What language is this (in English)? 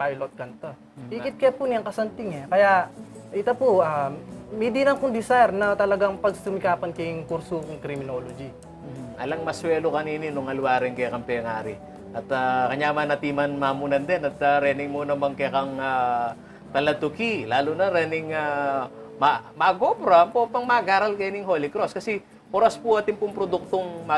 Pampanga